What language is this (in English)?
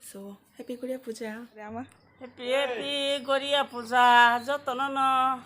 Kok Borok